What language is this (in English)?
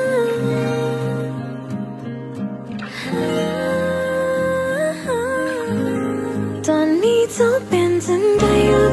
Thai